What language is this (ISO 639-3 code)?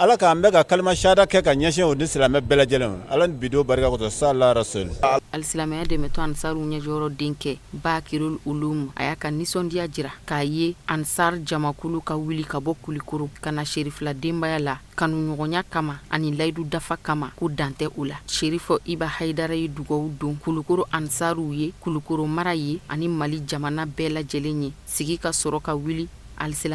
bam